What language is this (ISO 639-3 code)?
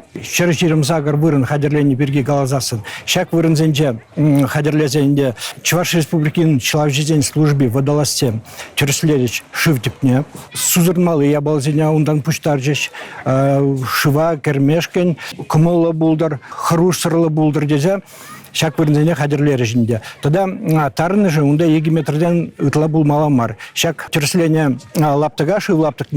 chv